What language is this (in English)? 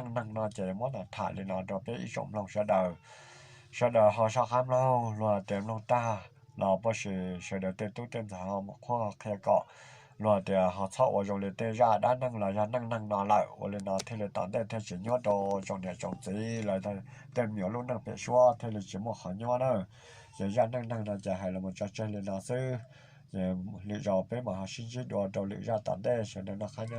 Hmong